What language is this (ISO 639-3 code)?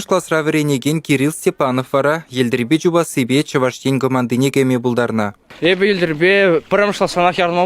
chv